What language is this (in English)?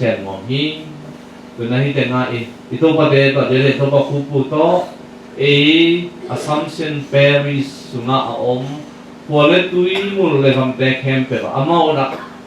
Tedim Chin